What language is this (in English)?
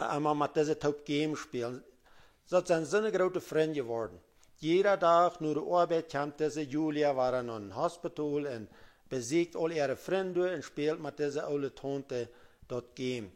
Plautdietsch